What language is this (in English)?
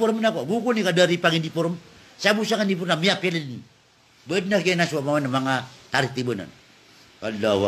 Maranao